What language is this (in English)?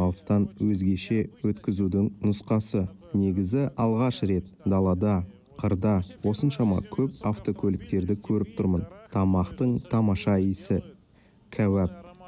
Kazakh